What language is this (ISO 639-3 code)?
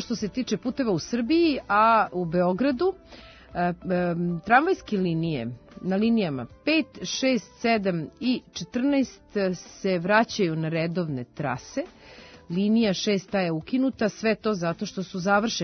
srp